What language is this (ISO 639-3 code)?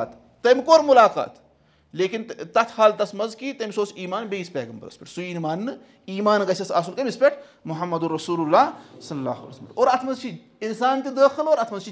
kas